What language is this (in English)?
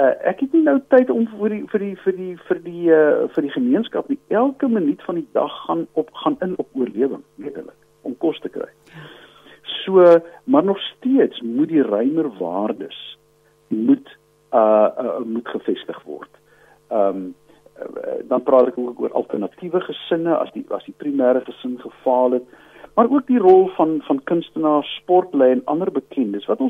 Afrikaans